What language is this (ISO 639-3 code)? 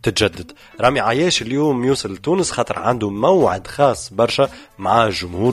aeb